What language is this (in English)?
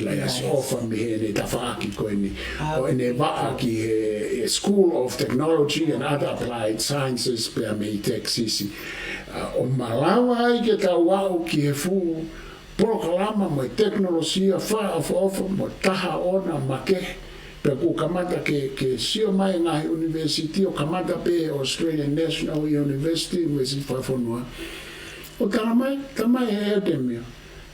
Tongan